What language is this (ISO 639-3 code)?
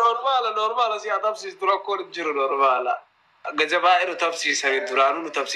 orm